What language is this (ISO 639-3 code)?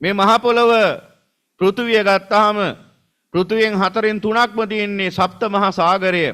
sin